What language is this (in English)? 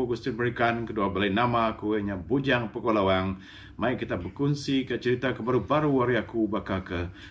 Iban